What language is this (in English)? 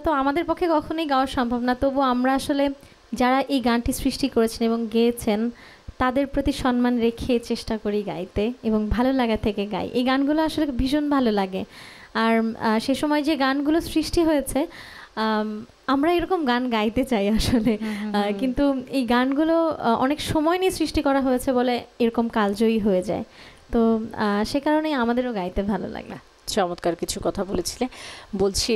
Bangla